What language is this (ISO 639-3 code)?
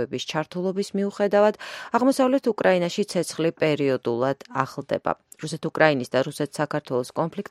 kat